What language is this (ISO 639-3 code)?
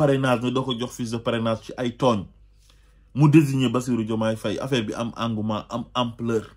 wol